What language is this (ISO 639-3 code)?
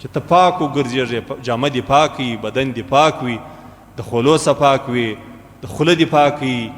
pus